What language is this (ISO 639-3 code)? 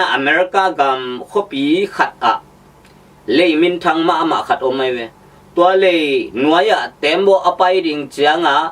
ctd